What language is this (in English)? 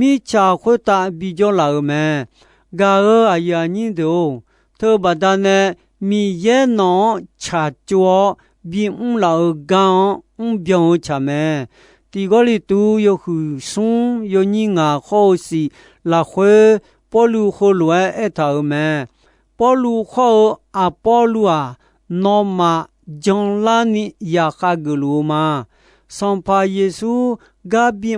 Akha